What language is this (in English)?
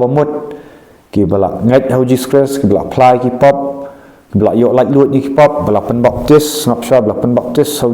Khasi